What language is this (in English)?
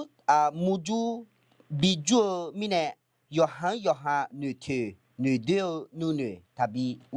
Akha